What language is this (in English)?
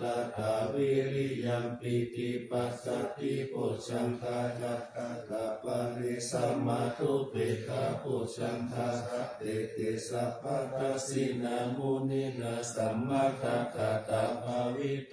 Pali